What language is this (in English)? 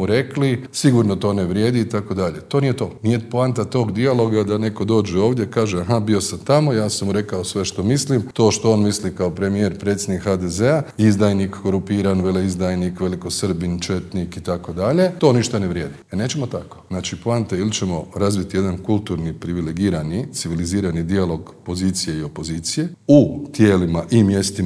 Croatian